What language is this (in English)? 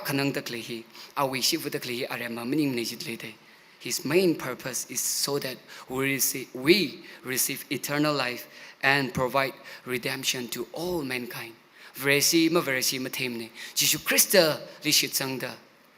Tangkhul Naga (India)